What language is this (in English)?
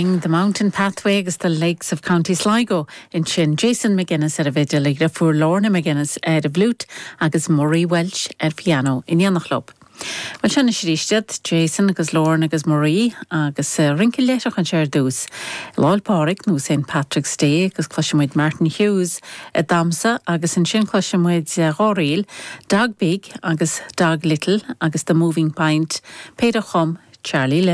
Irish